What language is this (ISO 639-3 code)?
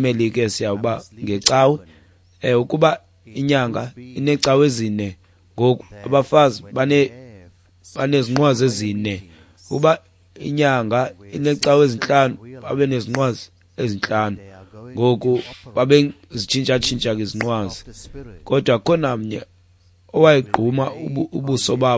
xho